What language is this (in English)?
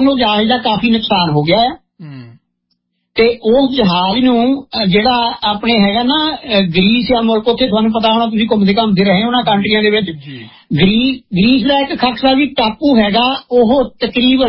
Punjabi